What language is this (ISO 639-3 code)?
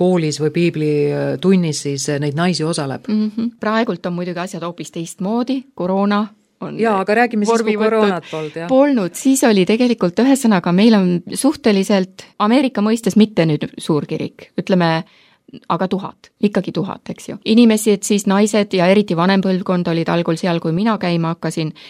est